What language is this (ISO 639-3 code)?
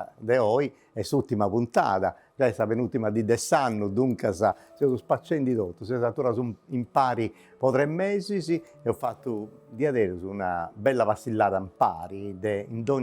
srd